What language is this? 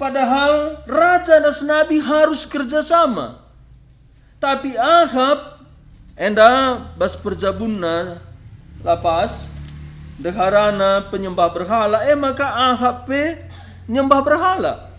Batak Karo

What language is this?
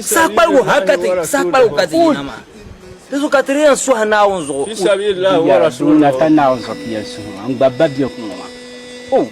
Dagbani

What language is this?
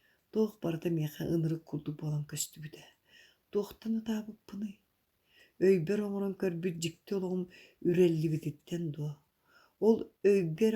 Yakut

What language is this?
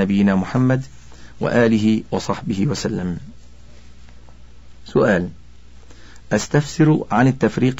Arabic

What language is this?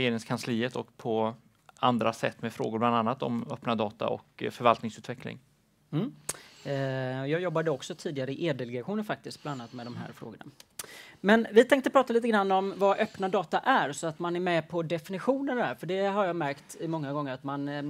Swedish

